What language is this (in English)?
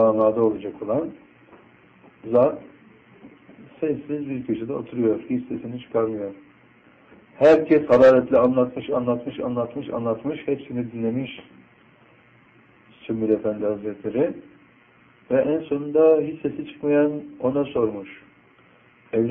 Turkish